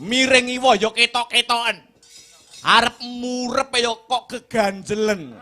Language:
Javanese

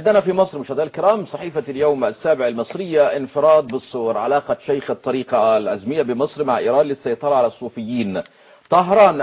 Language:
Arabic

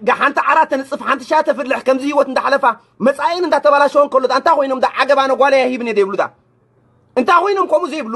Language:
Tigrinya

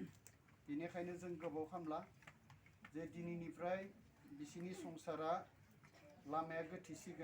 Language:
Bodo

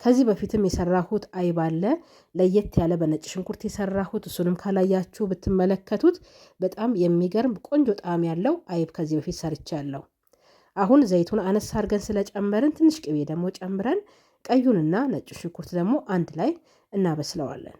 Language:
Amharic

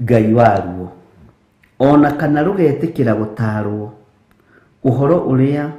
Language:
Kikuyu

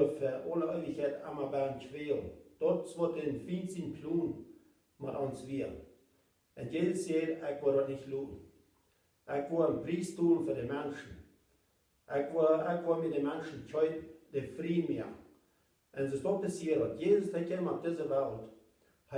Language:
Plautdietsch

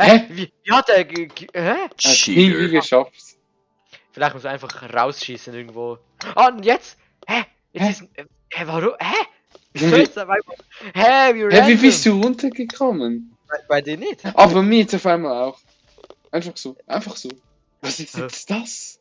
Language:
Swiss German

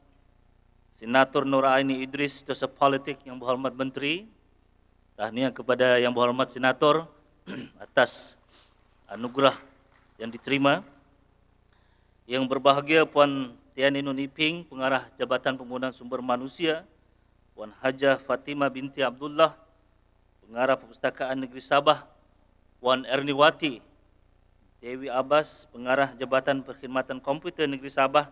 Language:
Malay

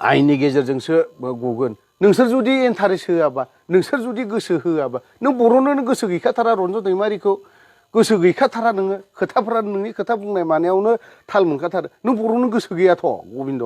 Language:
Bodo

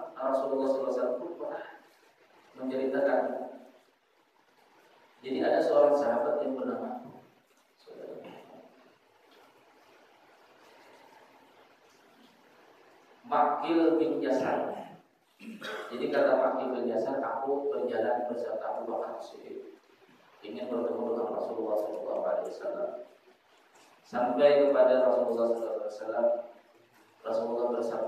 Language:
Indonesian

